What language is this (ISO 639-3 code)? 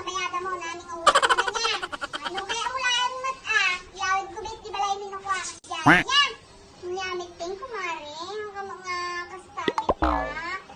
ilo